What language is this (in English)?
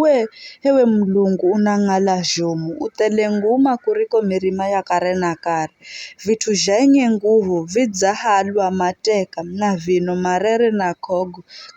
Giryama